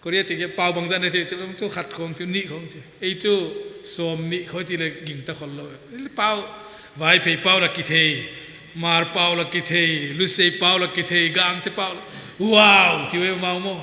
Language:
Paite Chin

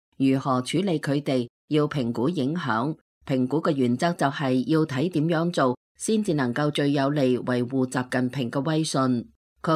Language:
Cantonese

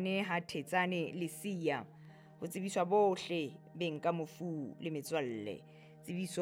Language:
Southern Sotho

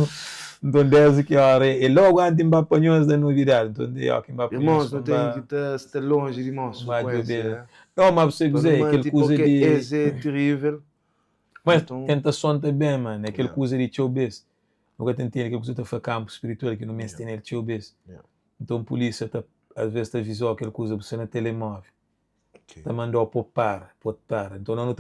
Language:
Kabuverdianu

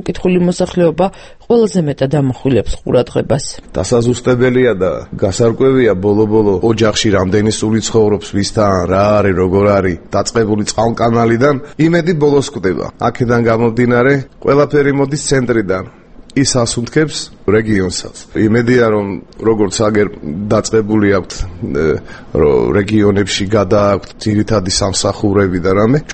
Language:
Georgian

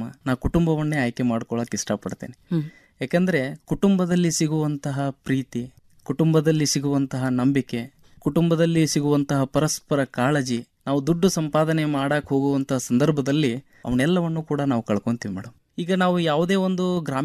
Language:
Kannada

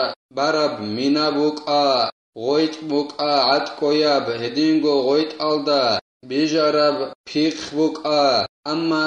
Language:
Avaric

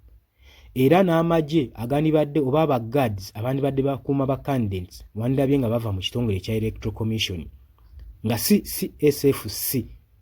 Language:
Ganda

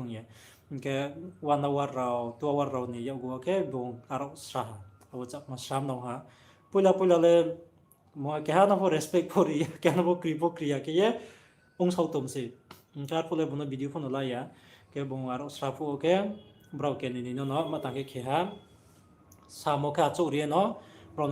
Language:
Riang (India)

